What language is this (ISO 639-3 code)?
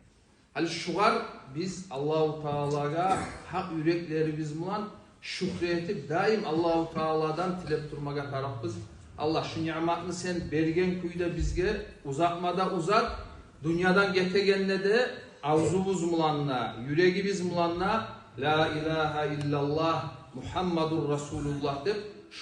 kum